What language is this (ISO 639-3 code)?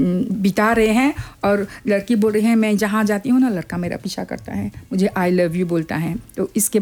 hin